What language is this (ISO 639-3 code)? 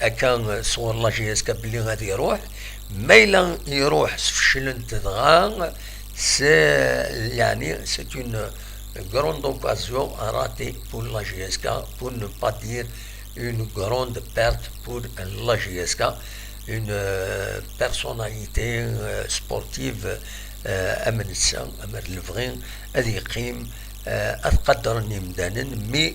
kab